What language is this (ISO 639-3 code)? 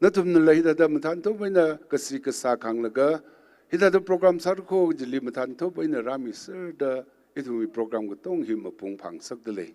nmf